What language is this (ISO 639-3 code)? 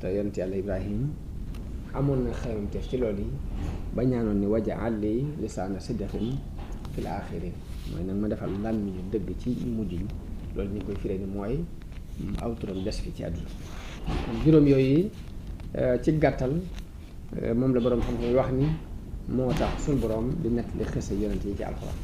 wol